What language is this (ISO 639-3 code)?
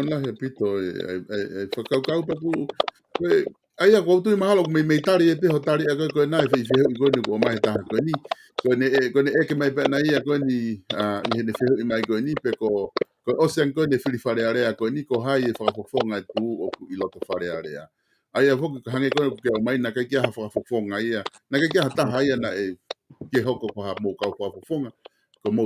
ton